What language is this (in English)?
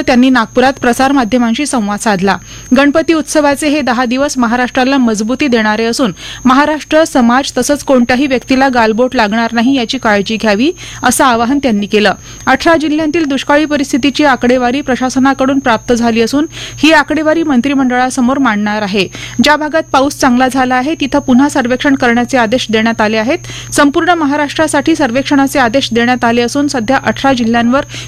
Marathi